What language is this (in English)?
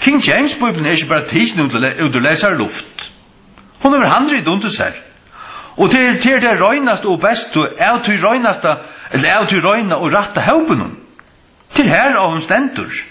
Faroese